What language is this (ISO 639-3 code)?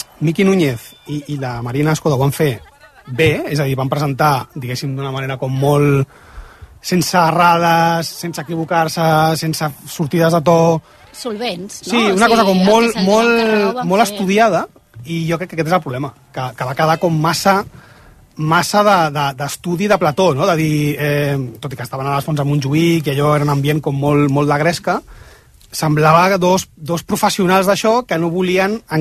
cat